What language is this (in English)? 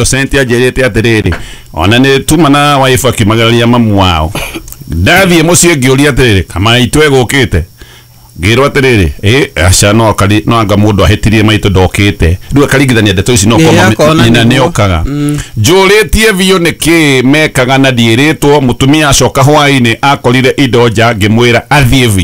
Kikuyu